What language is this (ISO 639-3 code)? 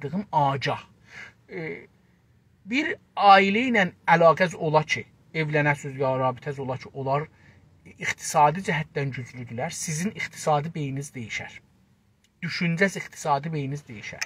azb